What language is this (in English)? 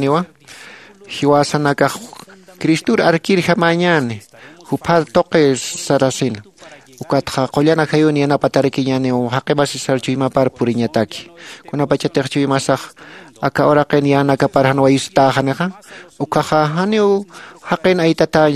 Aymara